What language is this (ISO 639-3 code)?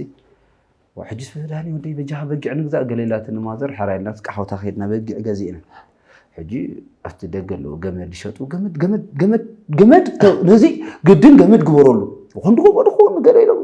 tir